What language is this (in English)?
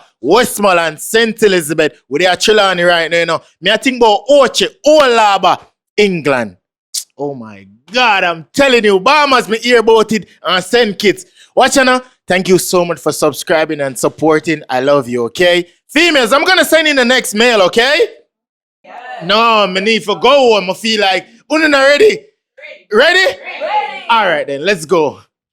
Jamaican Creole English